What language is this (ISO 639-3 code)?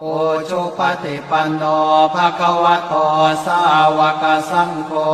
pli